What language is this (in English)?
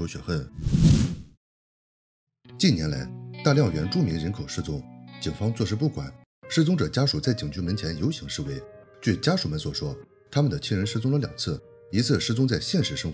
Chinese